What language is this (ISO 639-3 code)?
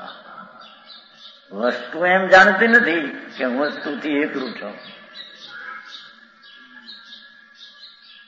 guj